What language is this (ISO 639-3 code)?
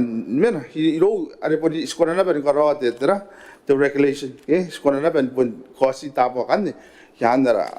gil